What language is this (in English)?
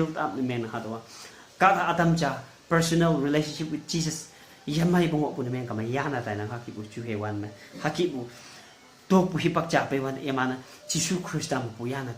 Konyak Naga